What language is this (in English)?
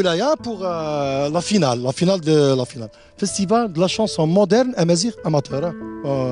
Kabyle